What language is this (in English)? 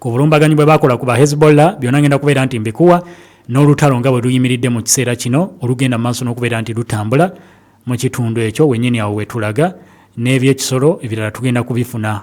Ganda